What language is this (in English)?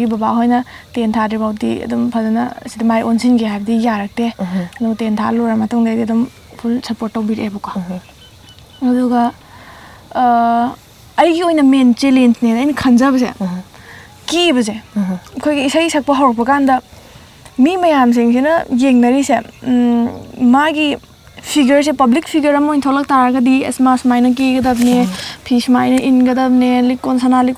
Manipuri